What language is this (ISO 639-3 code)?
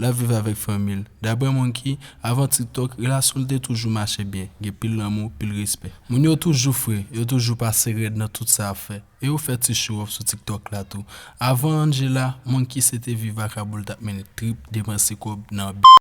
hat